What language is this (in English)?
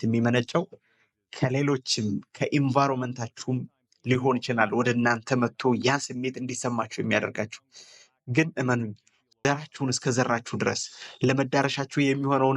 Amharic